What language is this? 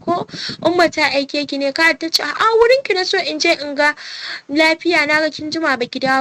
Hausa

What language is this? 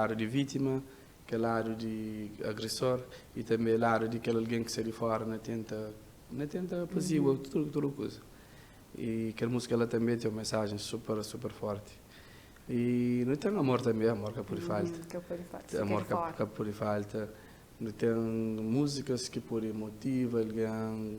Kabuverdianu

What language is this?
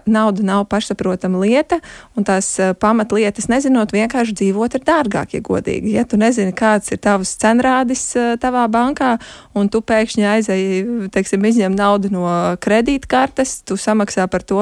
Latvian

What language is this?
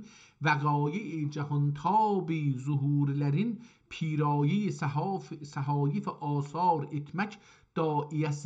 South Azerbaijani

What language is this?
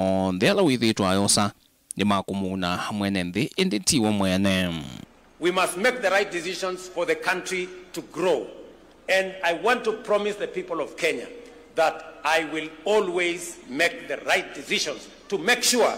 Kamba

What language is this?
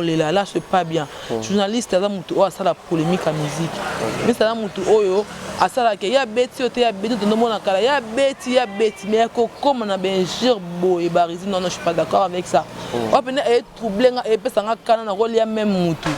Lingala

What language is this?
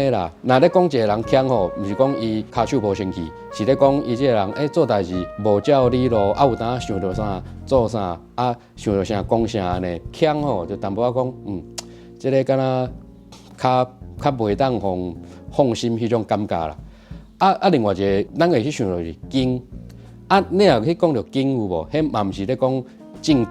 Min Nan Chinese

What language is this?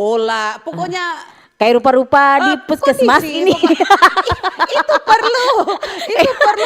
Manado Malay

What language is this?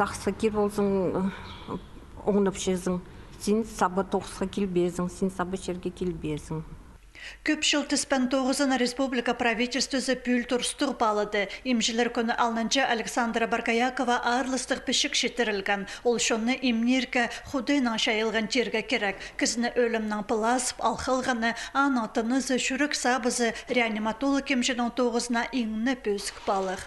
Khakas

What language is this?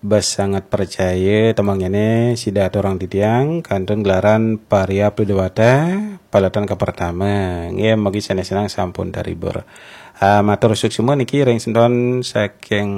Balinese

